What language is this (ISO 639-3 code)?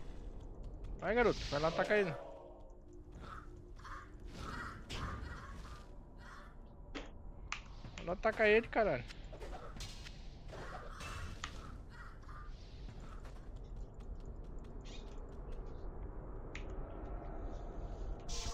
por